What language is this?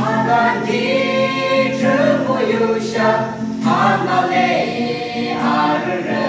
Yimchungru Naga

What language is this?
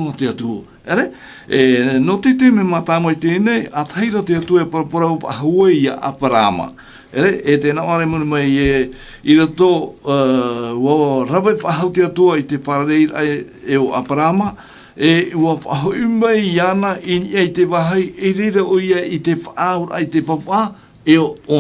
Tahitian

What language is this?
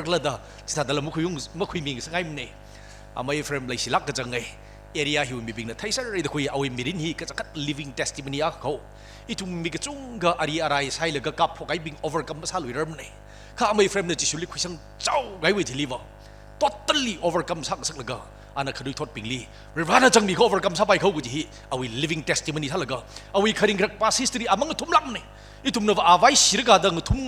Tangkhul Naga (India)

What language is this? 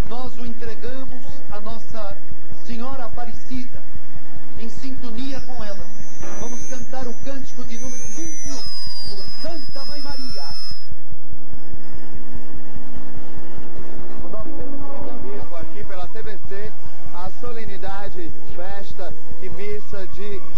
Portuguese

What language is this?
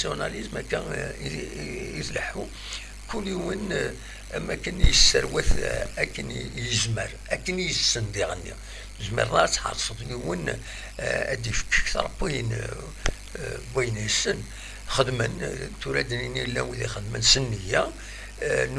Kabyle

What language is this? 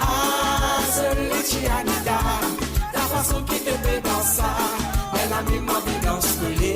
Morisyen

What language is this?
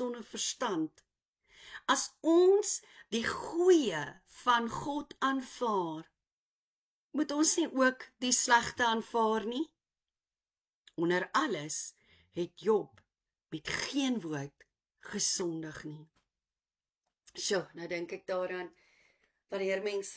Afrikaans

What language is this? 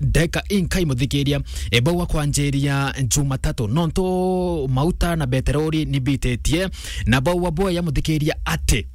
Meru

